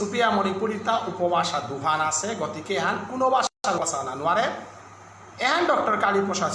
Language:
Bishnupriya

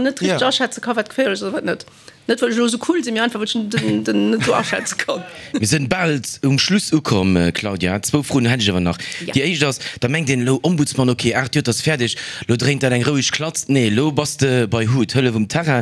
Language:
Luxembourgish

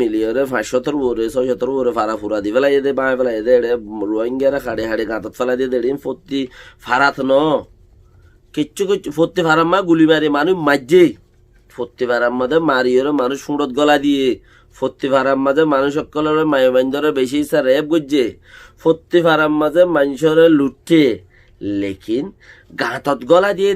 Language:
Rohingya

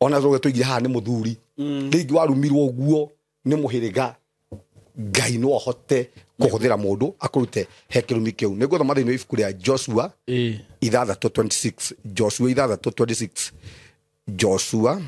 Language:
Kikuyu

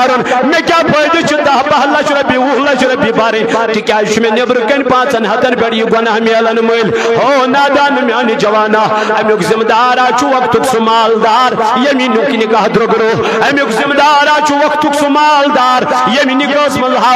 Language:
Kashmiri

